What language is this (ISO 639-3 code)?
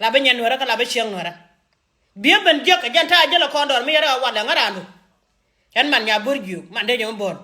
nus